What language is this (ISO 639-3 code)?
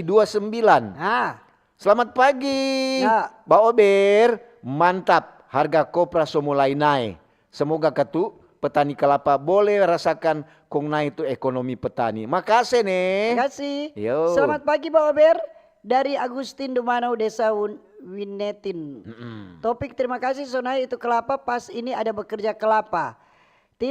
xmm